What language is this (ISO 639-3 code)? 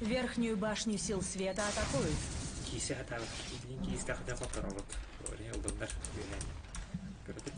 sah